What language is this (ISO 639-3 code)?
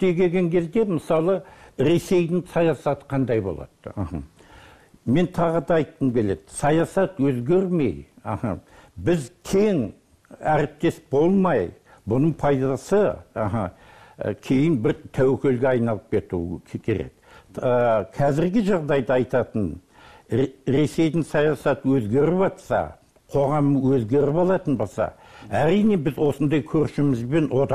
kaz